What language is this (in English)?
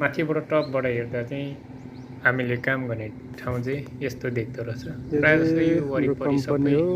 Nepali